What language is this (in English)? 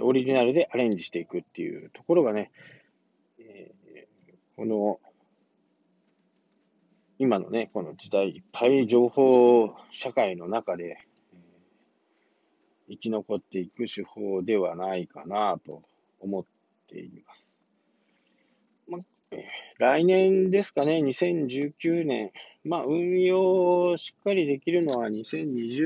Japanese